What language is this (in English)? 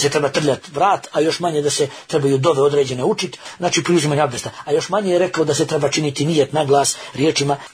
Bosnian